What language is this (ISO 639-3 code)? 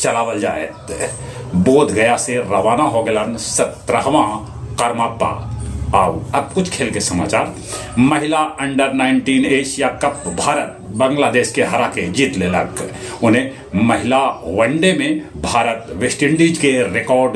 mag